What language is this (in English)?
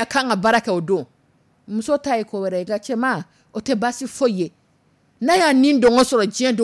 Dyula